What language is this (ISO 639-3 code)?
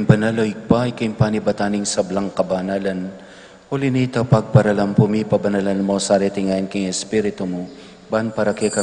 pam